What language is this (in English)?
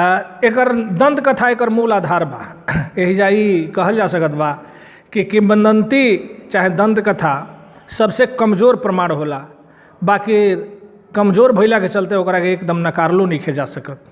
Bhojpuri